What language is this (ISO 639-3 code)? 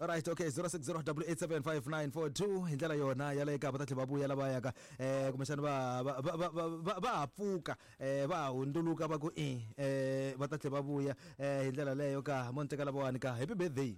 tso